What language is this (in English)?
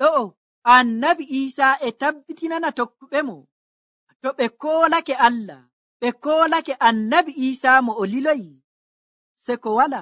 Nigerian Fulfulde